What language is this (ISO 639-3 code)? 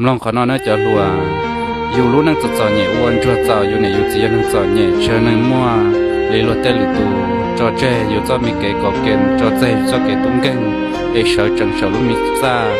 hmn